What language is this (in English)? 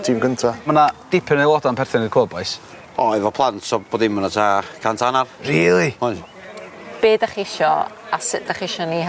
Welsh